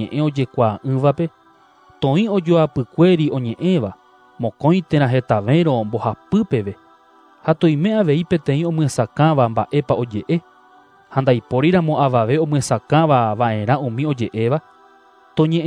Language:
Guarani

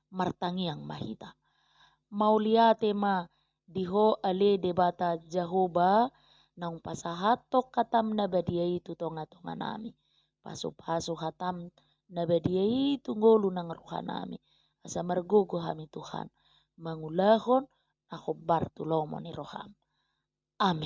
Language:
Batak Toba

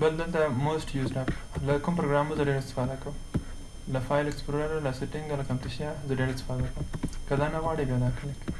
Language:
Pashto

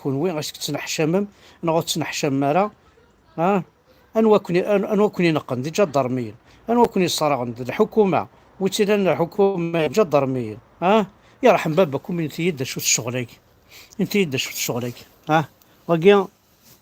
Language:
Kabyle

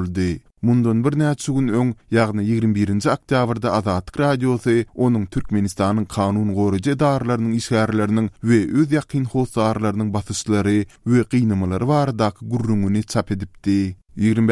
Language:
Turkmen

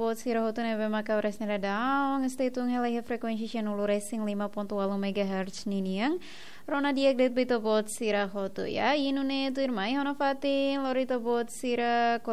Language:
Tetum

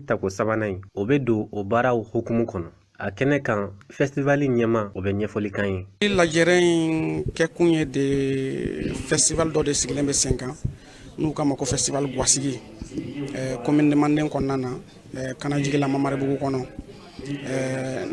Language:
Bambara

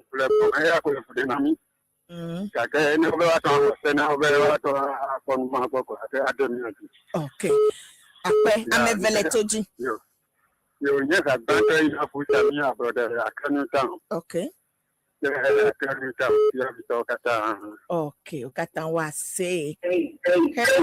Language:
Ewe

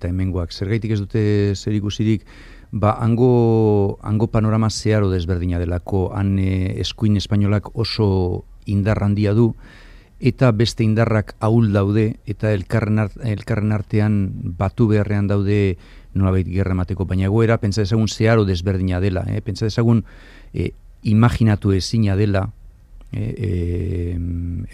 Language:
Basque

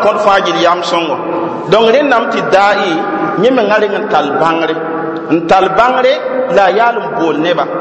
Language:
Mossi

